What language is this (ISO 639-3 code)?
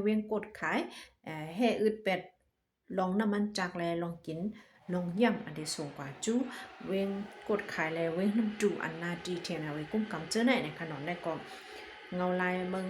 shn